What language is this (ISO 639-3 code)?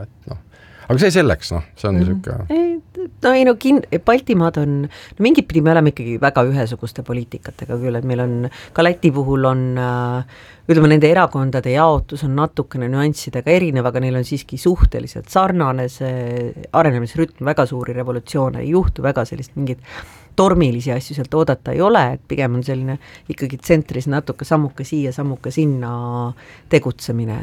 est